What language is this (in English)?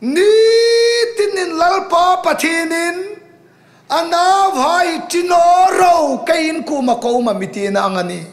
Hmar